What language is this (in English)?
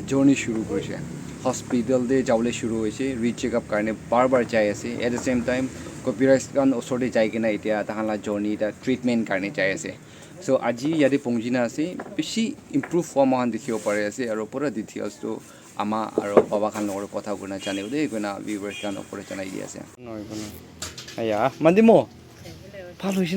Naga Pidgin